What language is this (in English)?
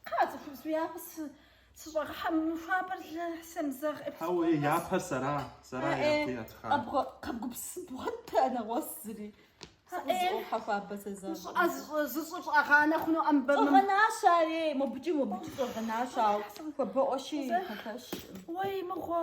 Kabardian